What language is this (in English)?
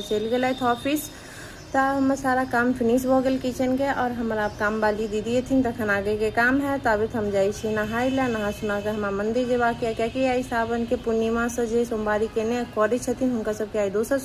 Maithili